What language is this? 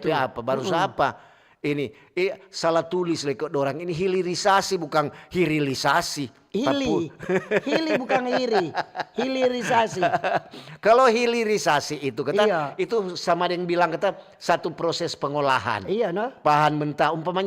Manado Malay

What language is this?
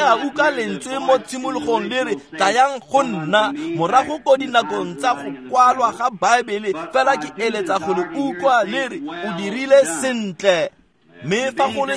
Tswana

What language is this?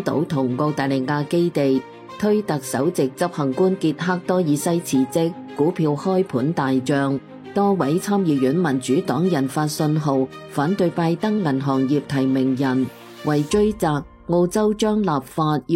Cantonese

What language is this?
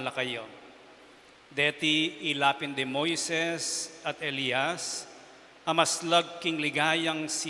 Pampanga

